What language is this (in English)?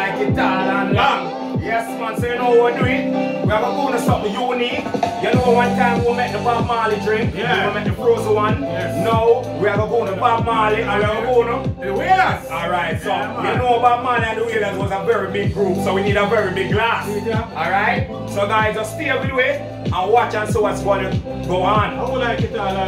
Jamaican Creole English